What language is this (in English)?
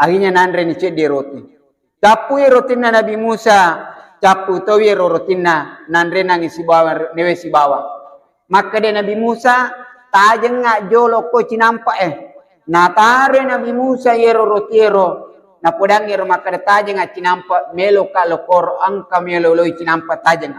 Buginese